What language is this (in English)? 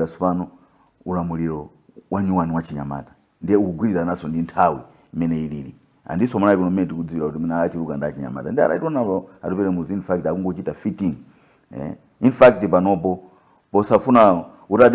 Nyanja